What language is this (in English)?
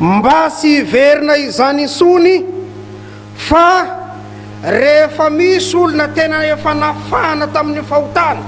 Malagasy